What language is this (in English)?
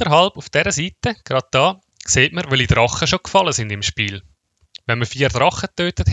Swiss German